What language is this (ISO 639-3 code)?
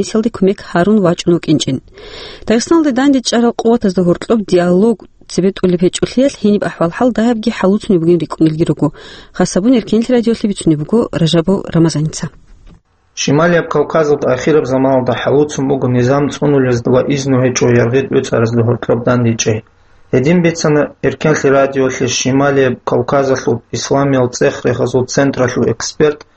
ava